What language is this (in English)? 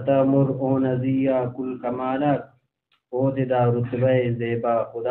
Brahui